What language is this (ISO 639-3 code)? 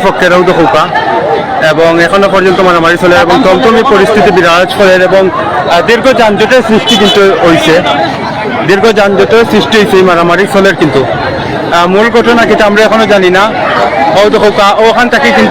syl